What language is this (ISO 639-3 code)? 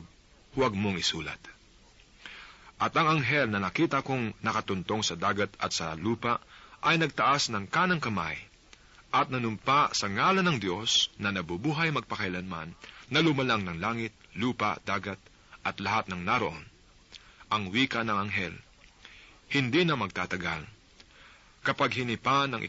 fil